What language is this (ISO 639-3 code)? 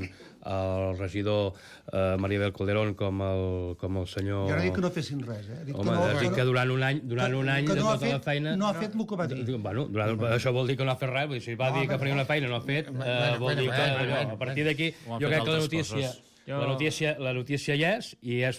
cat